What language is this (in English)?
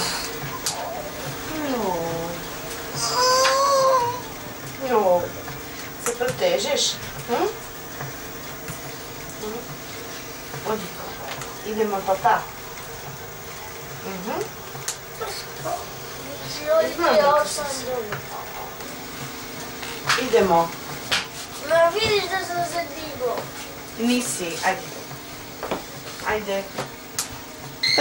Croatian